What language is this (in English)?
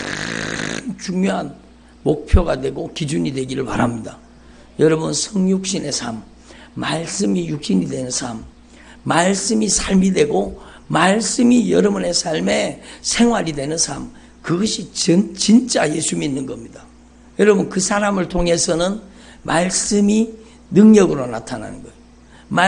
Korean